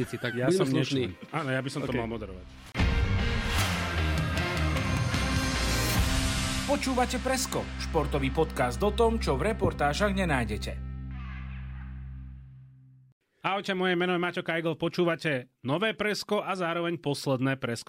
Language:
Slovak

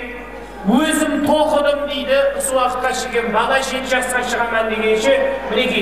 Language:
Kara-Kalpak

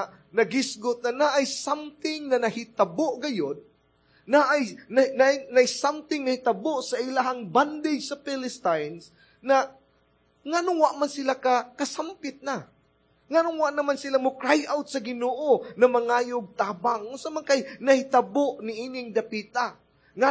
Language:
Cebuano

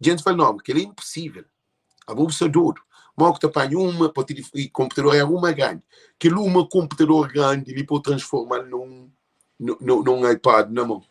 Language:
Kabuverdianu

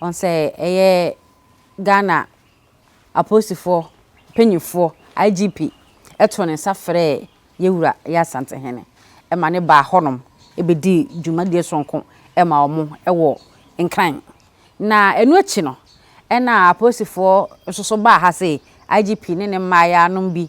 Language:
Akan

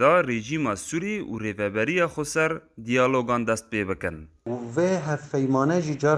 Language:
Kurdish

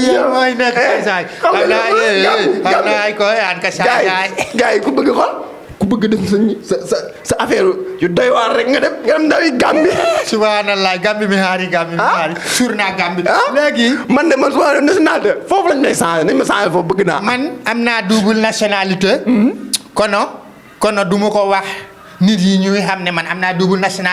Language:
Wolof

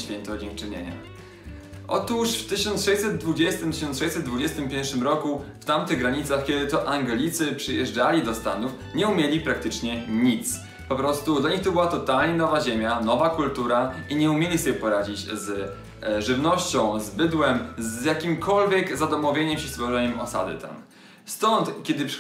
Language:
Polish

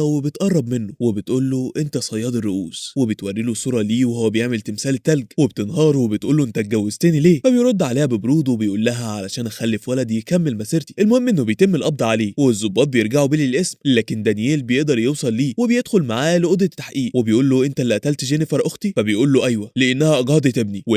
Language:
Egyptian Arabic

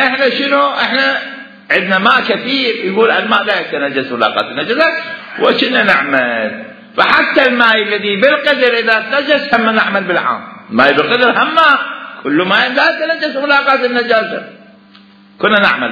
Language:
Mesopotamian Arabic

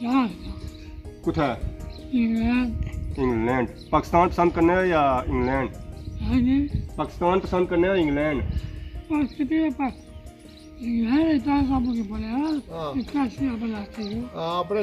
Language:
Pahari-Potwari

